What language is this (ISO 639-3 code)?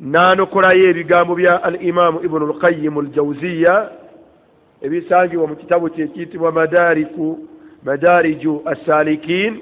lug